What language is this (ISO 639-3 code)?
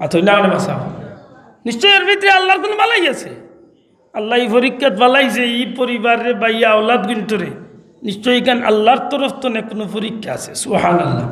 syl